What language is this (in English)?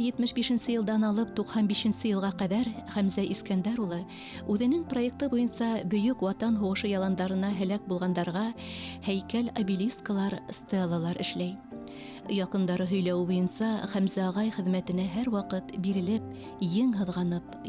Bashkir